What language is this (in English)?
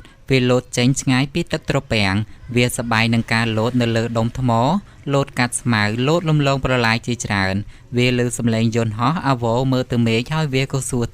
Khmer